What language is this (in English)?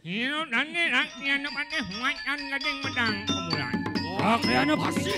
Balinese